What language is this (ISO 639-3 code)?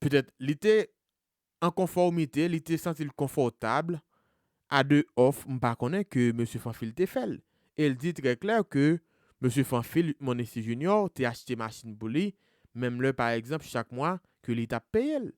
hat